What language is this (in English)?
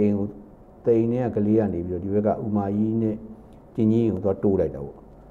Burmese